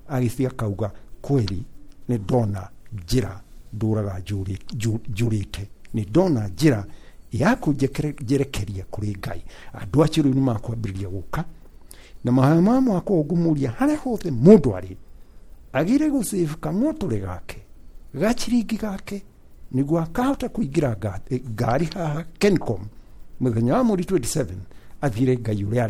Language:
Kikuyu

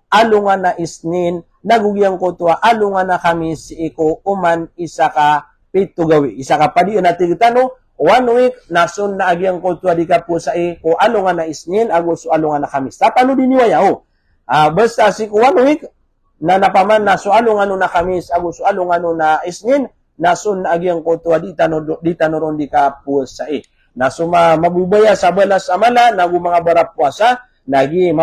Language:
Maranao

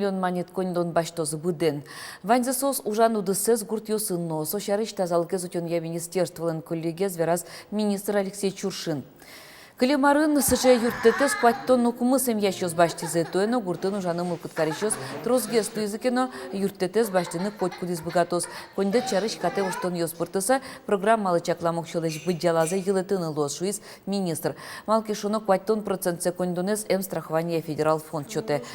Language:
Udmurt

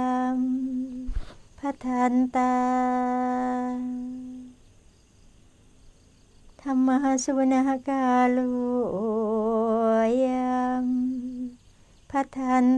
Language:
Thai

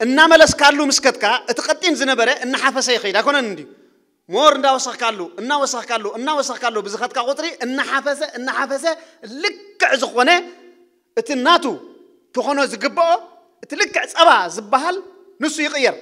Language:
Tigrinya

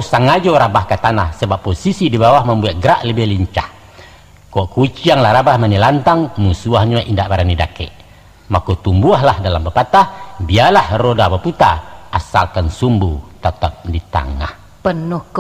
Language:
Minangkabau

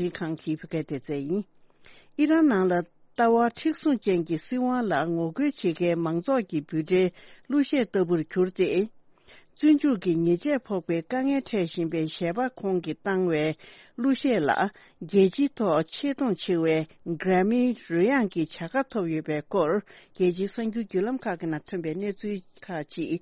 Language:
Tibetan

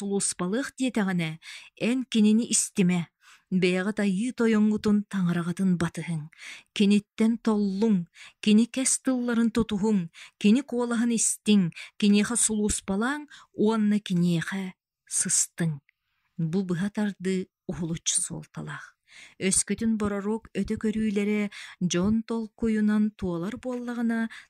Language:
Yakut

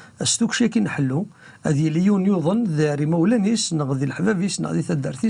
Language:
Kabyle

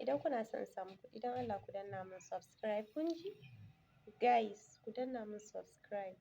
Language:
Hausa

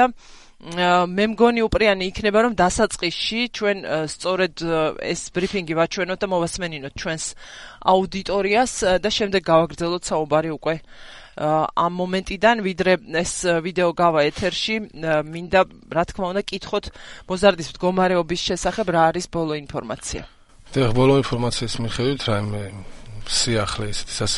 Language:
Georgian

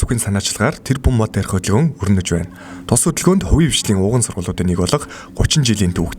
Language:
Mongolian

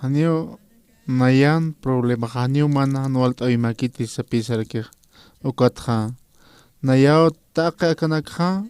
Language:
Aymara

